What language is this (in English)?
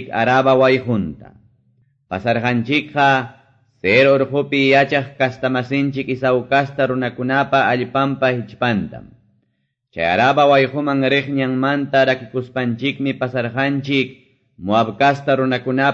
Quechua